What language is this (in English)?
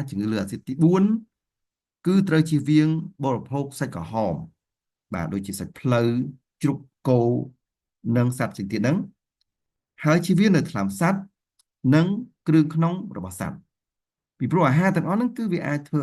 Khmer